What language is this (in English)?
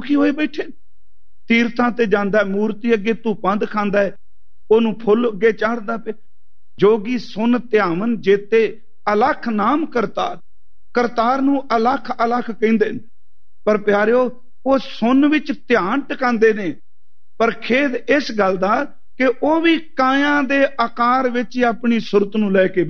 Punjabi